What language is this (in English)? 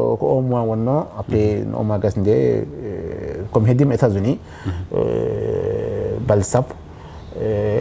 Fula